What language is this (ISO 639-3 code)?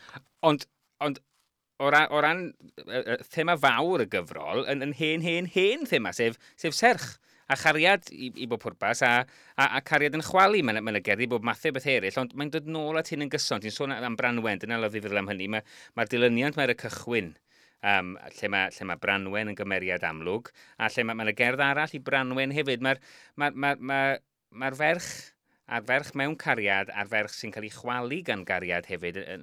cym